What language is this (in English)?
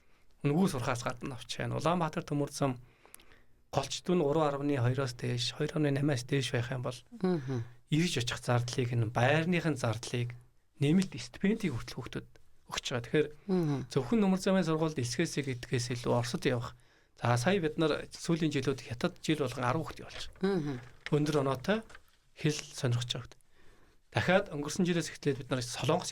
Mongolian